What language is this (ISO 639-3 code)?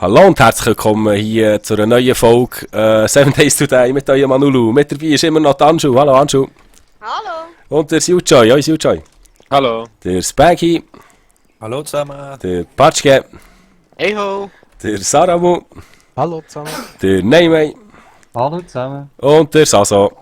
gsw